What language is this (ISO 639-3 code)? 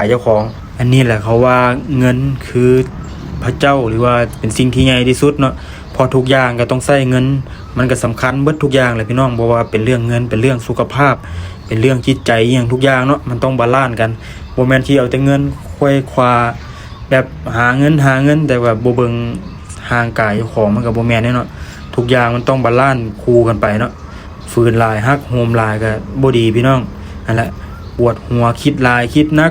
lao